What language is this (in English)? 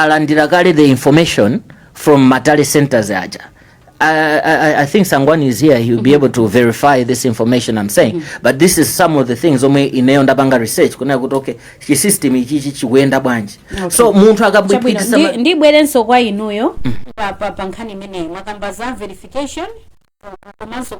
Nyanja